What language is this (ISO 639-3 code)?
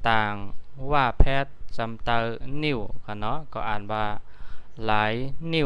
shn